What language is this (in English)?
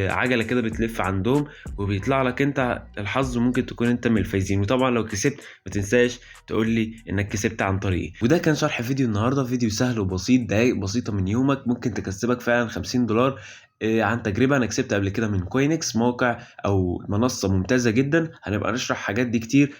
Egyptian Arabic